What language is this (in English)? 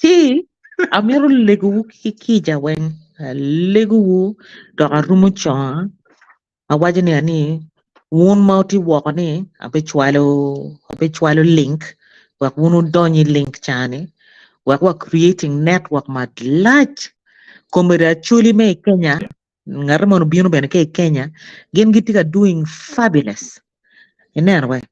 Acoli